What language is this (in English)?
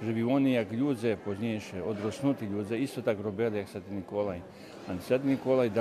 Rusyn